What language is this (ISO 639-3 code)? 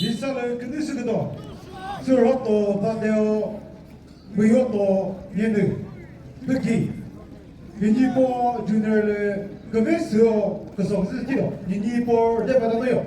nri